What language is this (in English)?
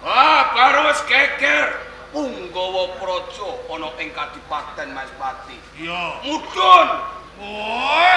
Javanese